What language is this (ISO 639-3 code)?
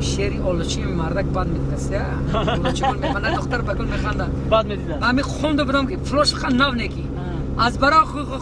tgk